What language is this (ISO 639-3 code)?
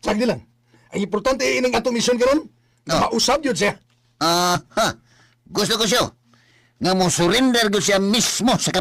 ceb